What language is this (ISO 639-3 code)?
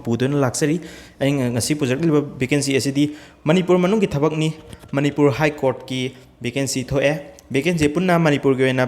mni